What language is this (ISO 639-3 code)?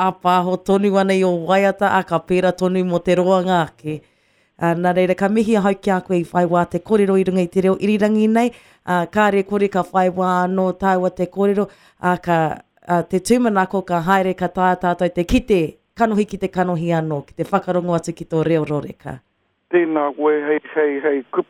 mri